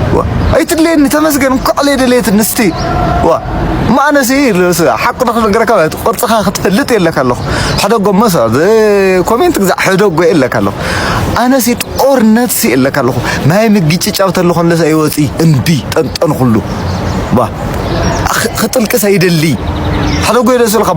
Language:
Tigrinya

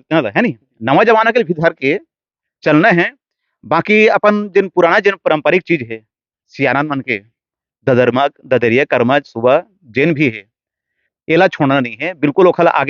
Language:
Chhattisgarhi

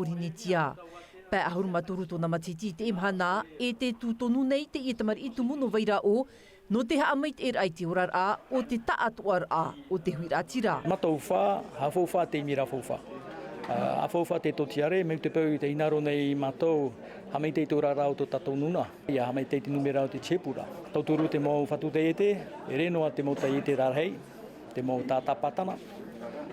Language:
Tahitian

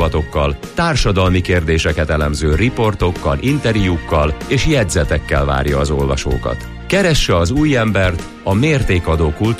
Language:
Hungarian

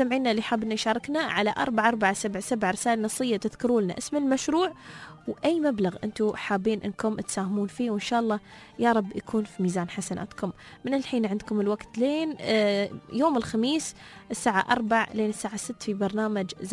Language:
Gulf Arabic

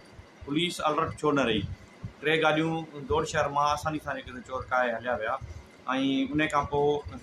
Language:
Sindhi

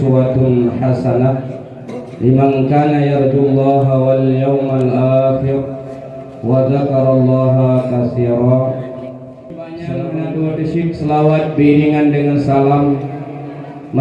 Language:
Achinese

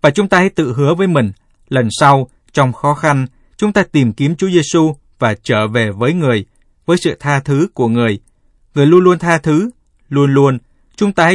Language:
Vietnamese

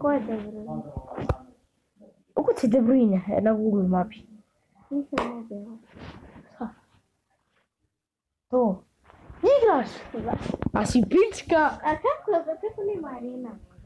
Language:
Croatian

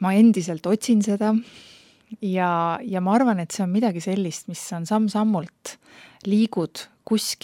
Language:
Estonian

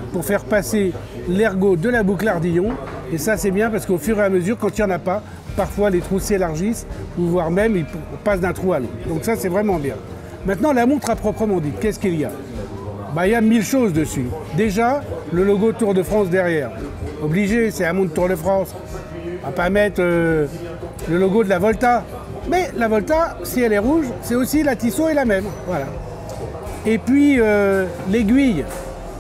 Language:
French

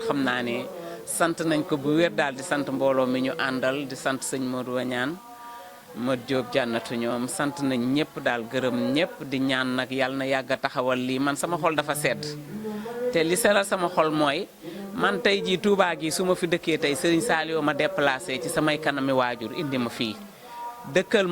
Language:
Wolof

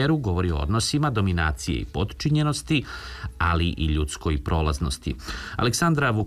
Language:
Serbian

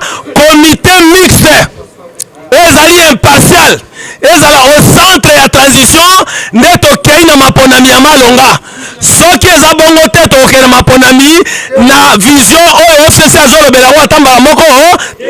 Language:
Lingala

